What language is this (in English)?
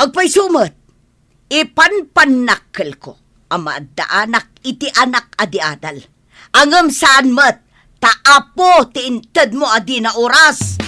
Iloko